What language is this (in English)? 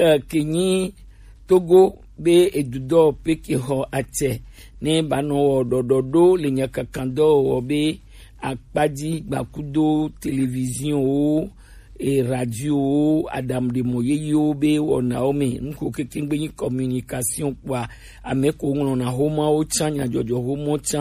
Gen